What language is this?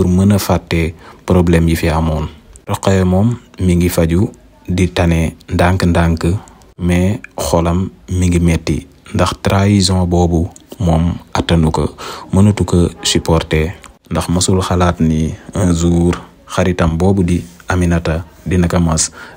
Wolof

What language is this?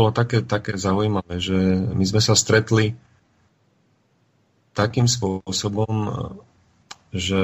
Slovak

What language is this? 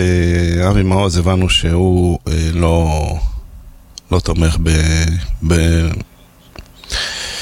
Hebrew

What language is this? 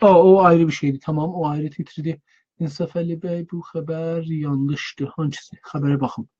South Azerbaijani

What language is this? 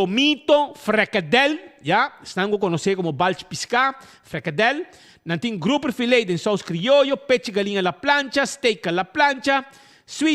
Papiamento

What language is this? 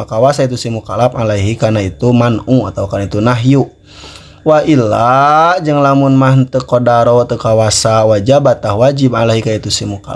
Sundanese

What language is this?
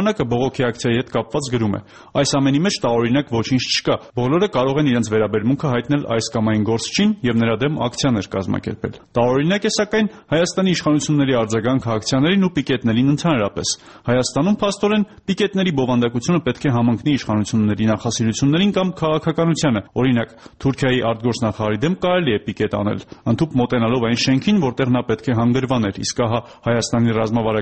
Armenian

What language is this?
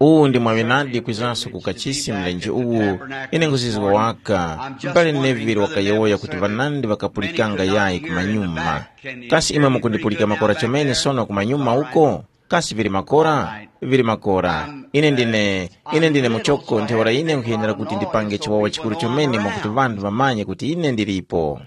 Tumbuka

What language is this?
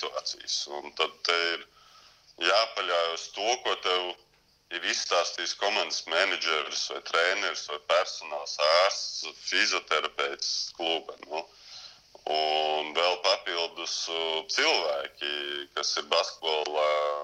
Latvian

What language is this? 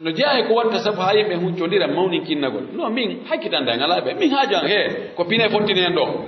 Pular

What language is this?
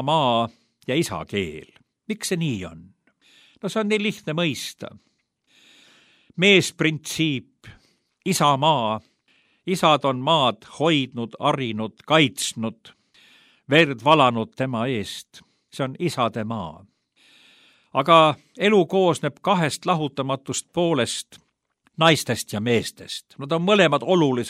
Estonian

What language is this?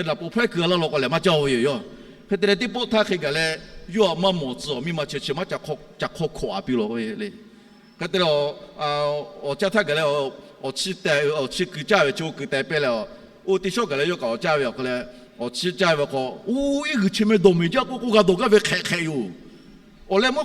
Lahu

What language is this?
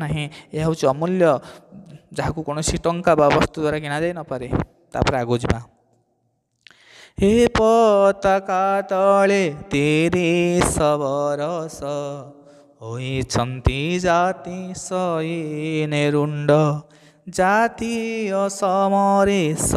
Odia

